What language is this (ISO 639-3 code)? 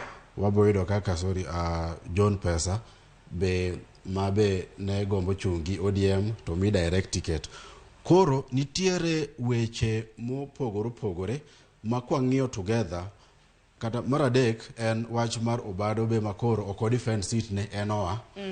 luo